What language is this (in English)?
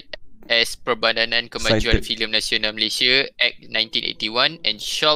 Malay